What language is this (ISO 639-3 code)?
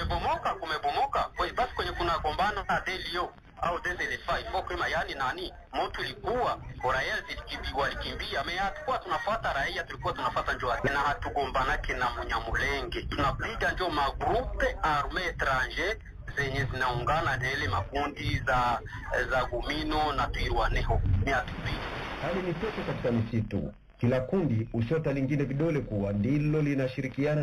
kin